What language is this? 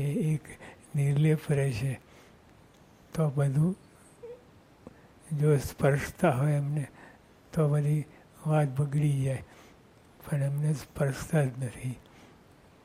Gujarati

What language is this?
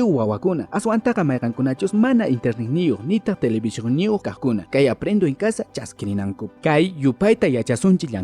Quechua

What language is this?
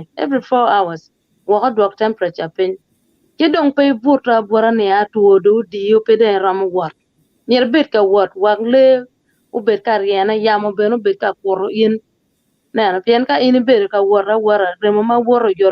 Acoli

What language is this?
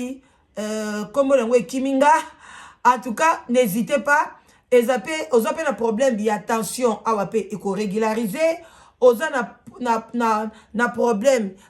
Lingala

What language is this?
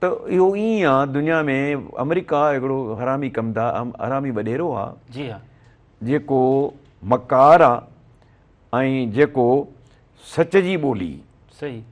Sindhi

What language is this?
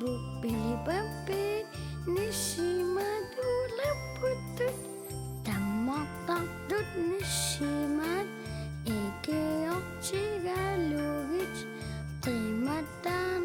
Kalaallisut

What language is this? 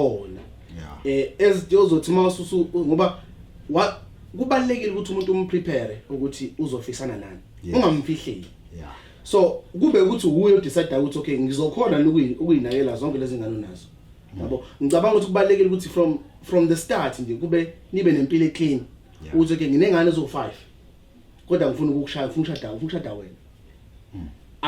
Zulu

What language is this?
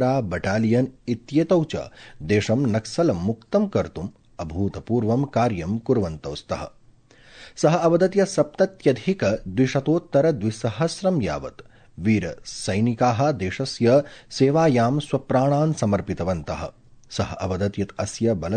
Sanskrit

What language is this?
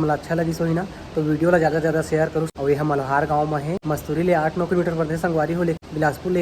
Chhattisgarhi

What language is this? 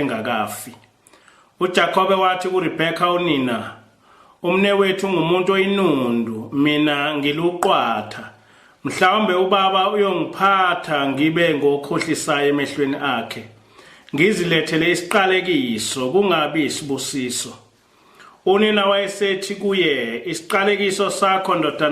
Zulu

